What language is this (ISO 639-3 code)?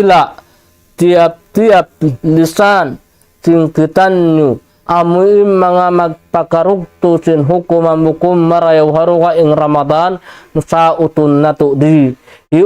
tsg